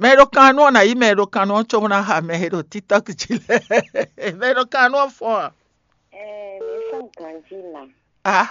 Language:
Fon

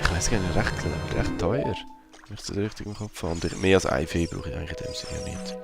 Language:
Swiss German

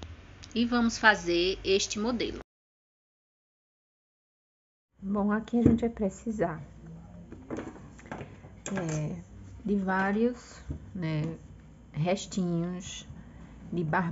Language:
Portuguese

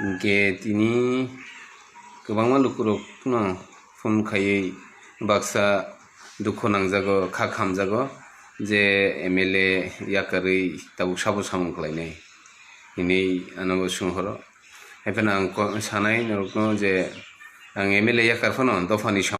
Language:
Kok Borok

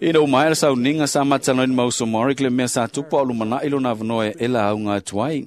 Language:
Samoan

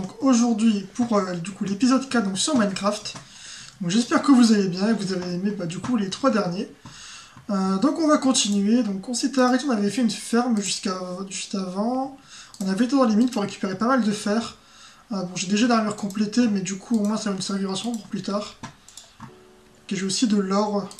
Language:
French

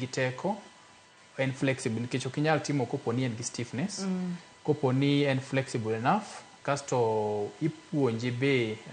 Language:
Luo (Kenya and Tanzania)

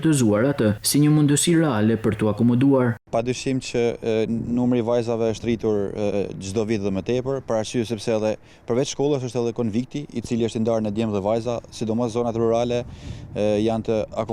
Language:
Albanian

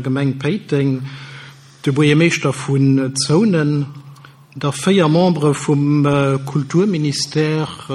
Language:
Luxembourgish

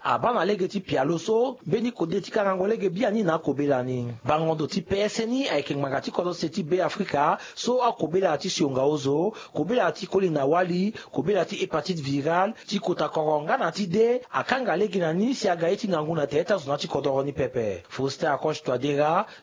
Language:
Sango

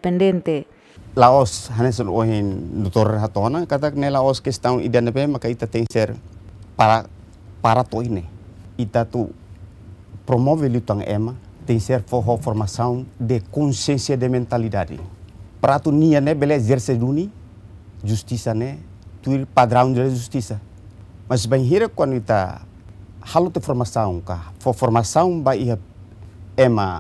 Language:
Tetum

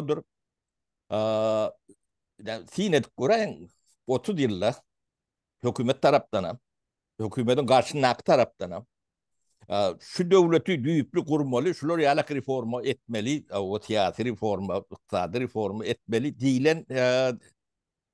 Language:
Turkmen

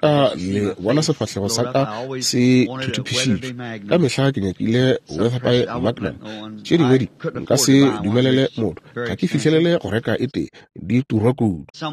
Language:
Northern Sotho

